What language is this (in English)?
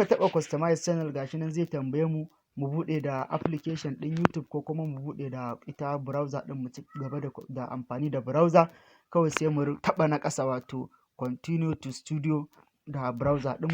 Hausa